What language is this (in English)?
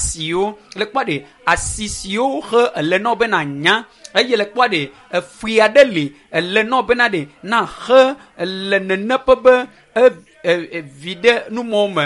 Ewe